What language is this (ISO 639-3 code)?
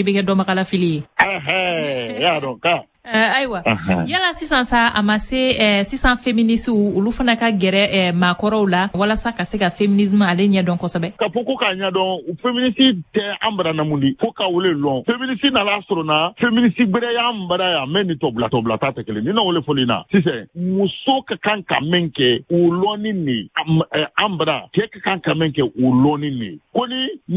bam